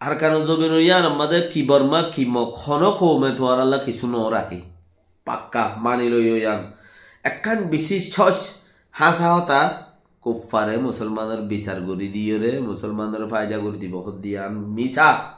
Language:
Rohingya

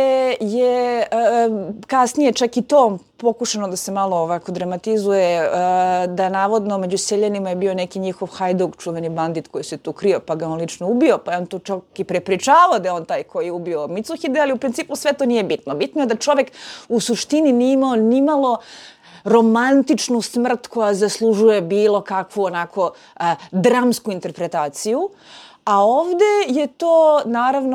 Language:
Serbian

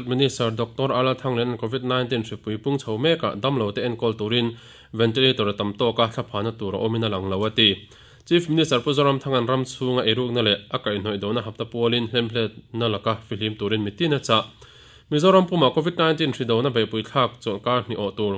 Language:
Mizo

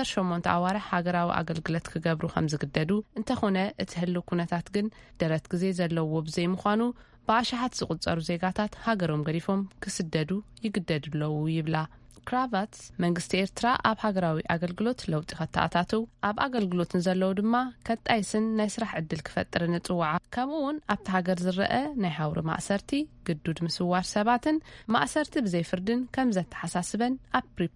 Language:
Tigrinya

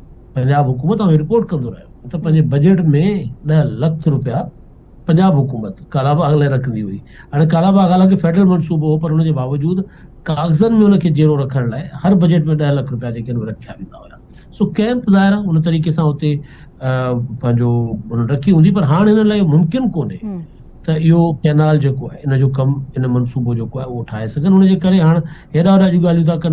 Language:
Sindhi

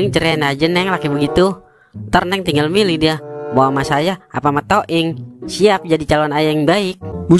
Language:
Betawi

